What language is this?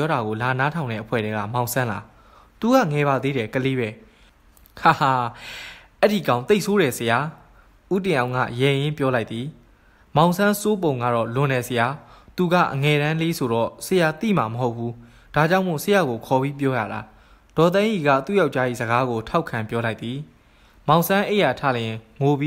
Burmese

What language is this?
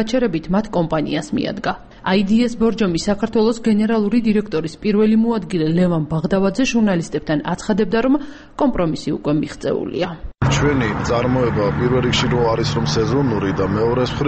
Georgian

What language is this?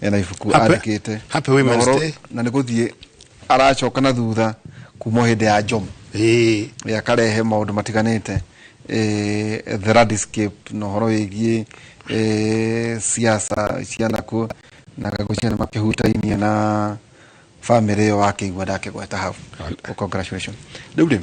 Kikuyu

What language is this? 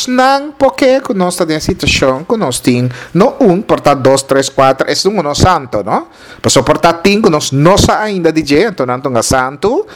Papiamento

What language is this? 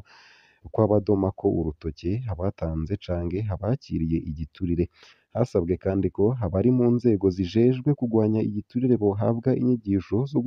Rundi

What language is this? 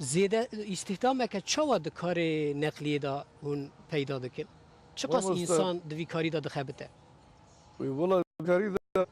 Kurdish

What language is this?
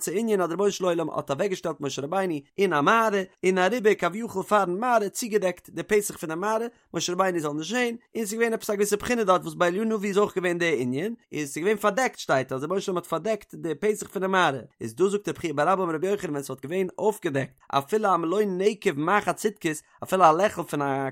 Yiddish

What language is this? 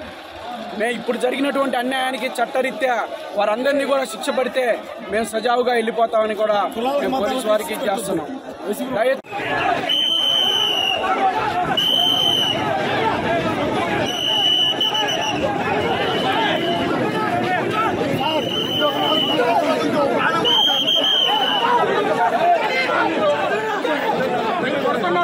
Telugu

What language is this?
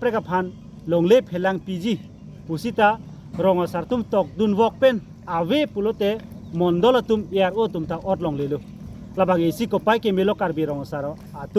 Karbi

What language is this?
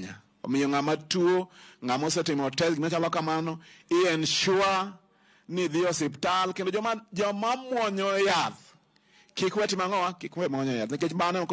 Luo (Kenya and Tanzania)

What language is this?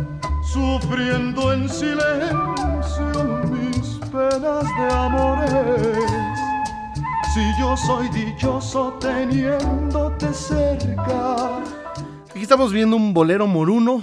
Spanish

